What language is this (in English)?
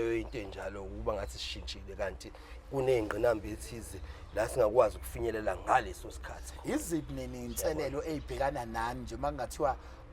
Zulu